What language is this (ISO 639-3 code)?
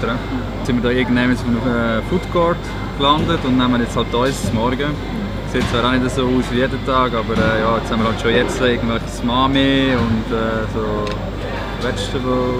gsw